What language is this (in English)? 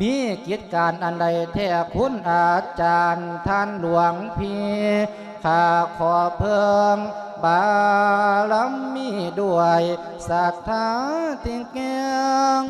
Lao